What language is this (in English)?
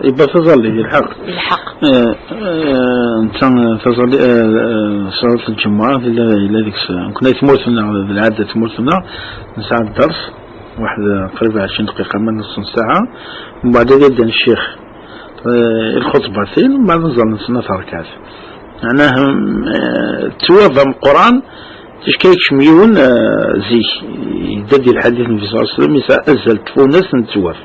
Kabyle